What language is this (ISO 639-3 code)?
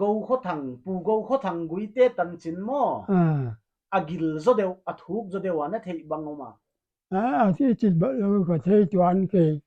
pck